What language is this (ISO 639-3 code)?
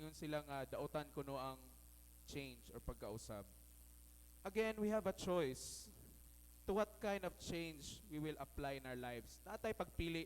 ceb